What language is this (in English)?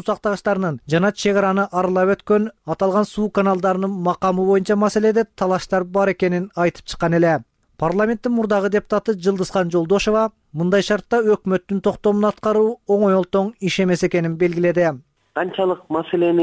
Kyrgyz